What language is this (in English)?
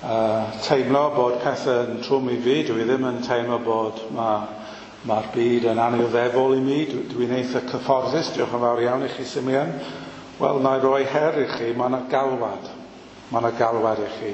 Welsh